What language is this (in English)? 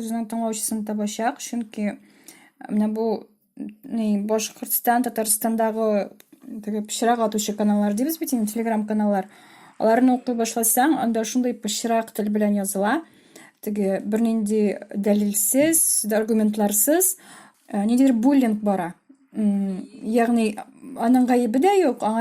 Tatar